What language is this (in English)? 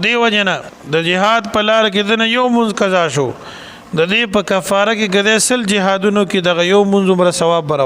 Pashto